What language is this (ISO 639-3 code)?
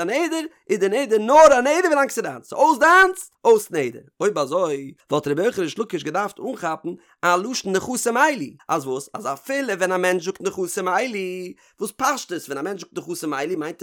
yid